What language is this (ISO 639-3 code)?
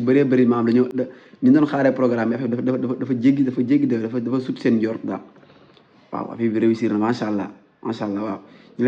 wol